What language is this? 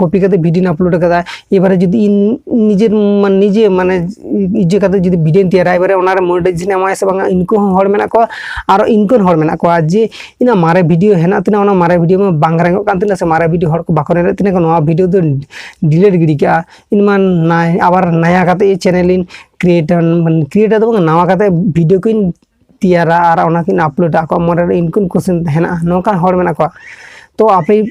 Santali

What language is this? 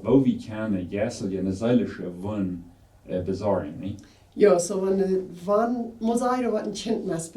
Plautdietsch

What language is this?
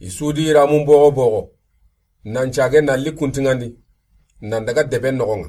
Soninke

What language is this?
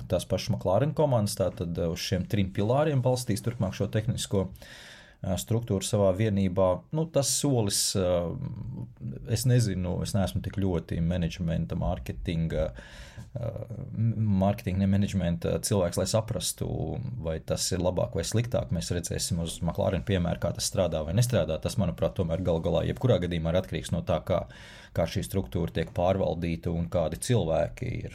Latvian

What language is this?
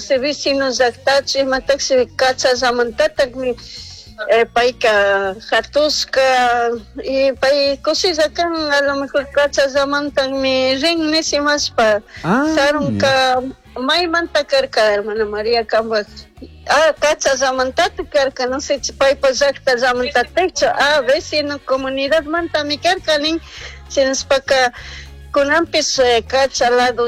Chimborazo Highland Quichua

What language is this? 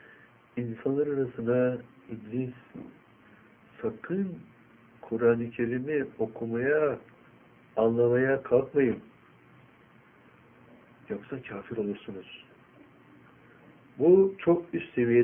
Turkish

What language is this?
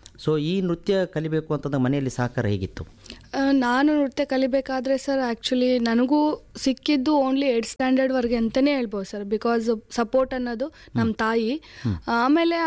Kannada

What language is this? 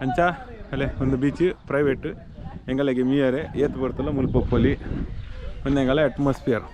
Tulu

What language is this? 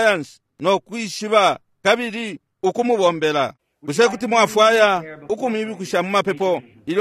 Bemba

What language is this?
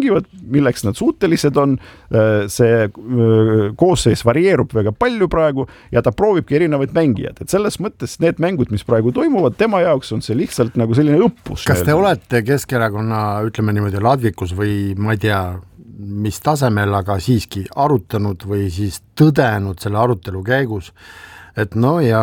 Estonian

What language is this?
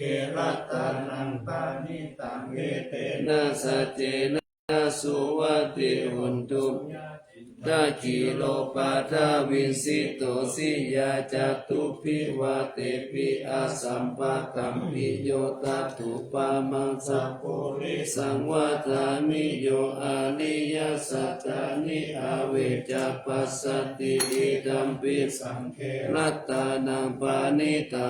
Pali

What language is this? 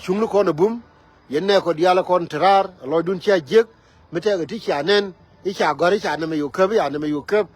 Nuer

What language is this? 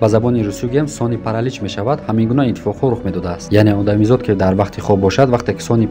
Tajik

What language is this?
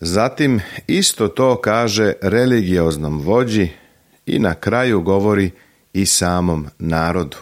Serbian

